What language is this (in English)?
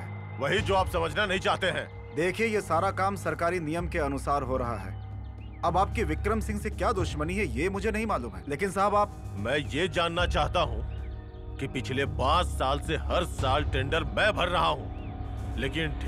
Hindi